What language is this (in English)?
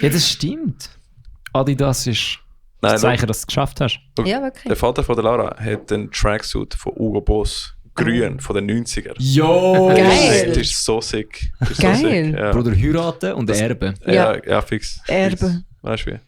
Swiss German